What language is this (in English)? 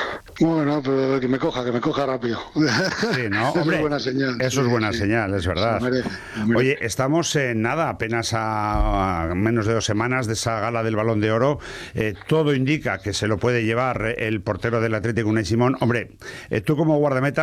Spanish